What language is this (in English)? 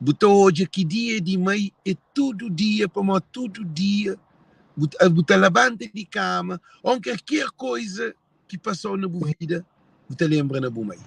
Kabuverdianu